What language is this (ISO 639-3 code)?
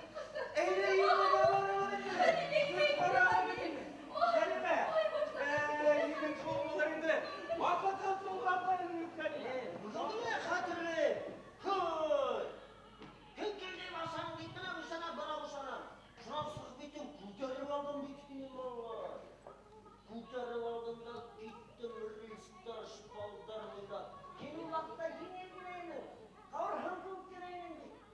bak